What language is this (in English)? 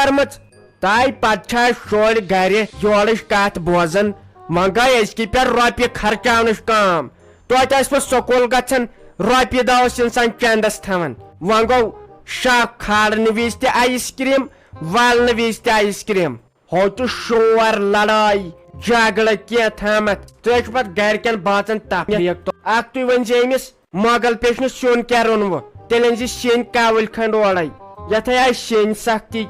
Kashmiri